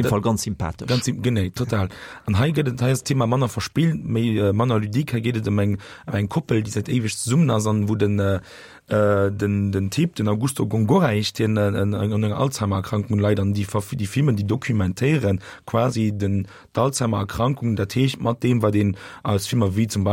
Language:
Luxembourgish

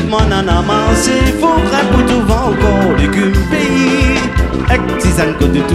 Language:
Réunion Creole French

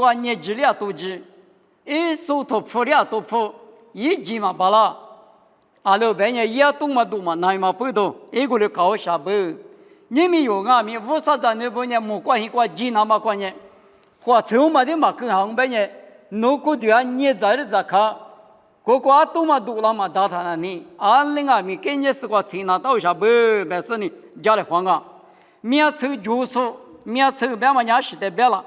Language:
Lisu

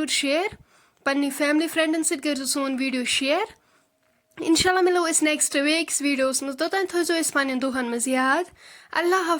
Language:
Kashmiri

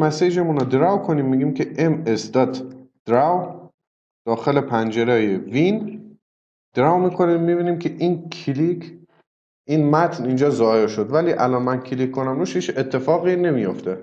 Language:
Persian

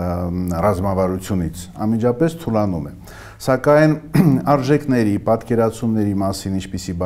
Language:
Armenian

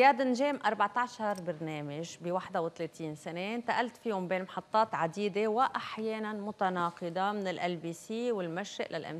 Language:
North Levantine Arabic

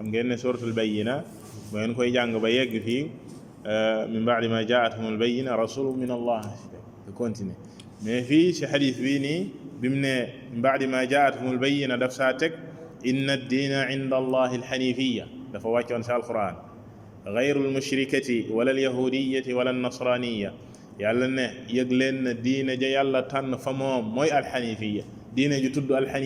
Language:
Wolof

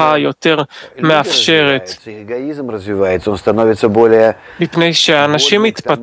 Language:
Hebrew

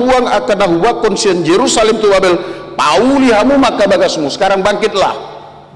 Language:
Batak Toba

